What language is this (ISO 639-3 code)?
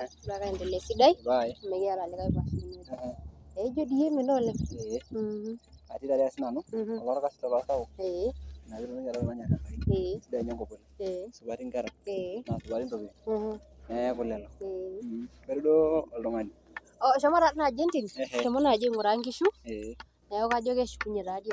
mas